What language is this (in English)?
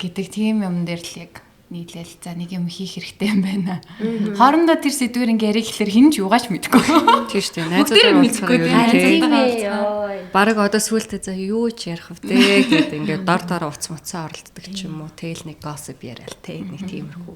Mongolian